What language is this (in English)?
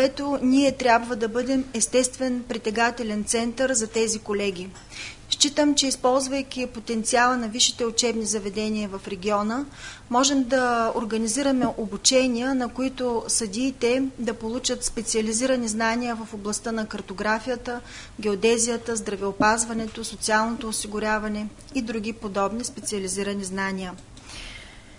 Bulgarian